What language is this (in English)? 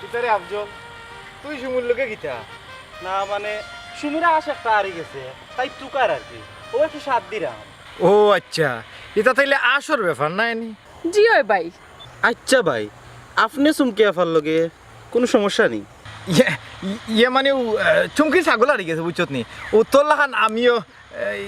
Sylheti